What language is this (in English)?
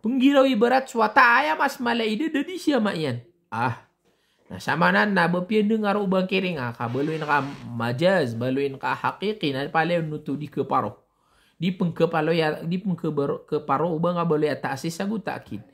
Maranao